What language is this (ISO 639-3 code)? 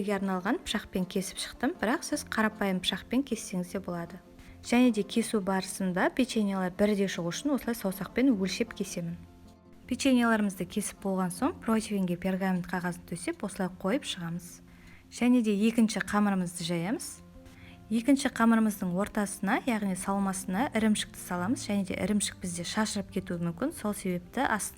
kaz